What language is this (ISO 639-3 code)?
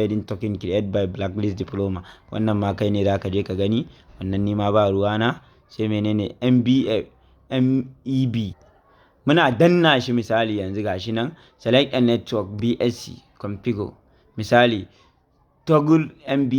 hau